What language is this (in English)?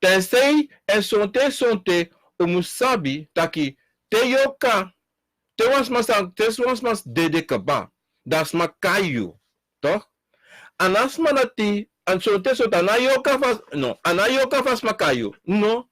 Sranan Tongo